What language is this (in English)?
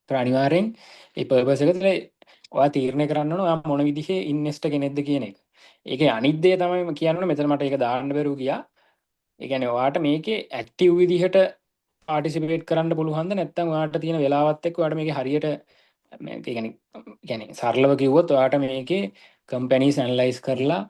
Sinhala